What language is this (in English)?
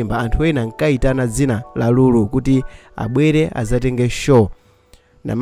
Nyanja